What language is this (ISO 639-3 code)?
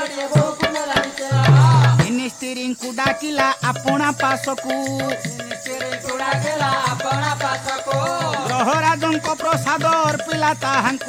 ori